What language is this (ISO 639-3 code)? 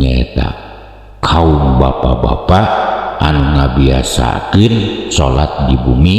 sun